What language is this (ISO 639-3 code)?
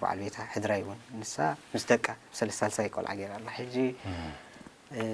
tir